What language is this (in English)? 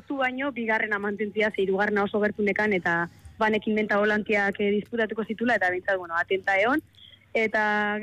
Basque